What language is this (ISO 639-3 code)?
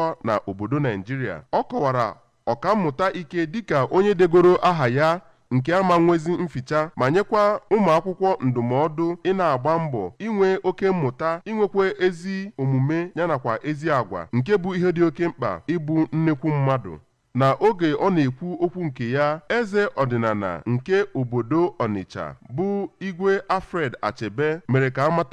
ibo